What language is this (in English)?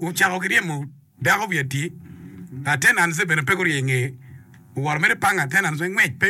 Acoli